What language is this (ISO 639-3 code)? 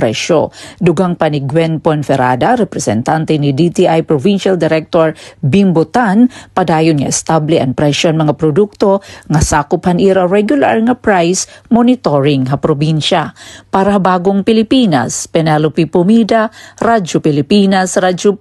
war